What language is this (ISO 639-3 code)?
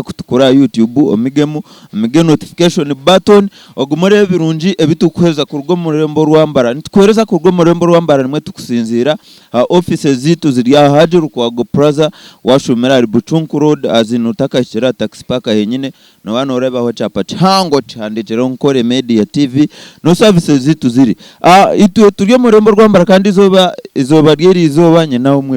nyn